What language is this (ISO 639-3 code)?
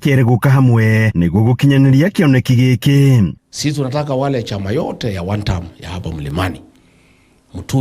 kik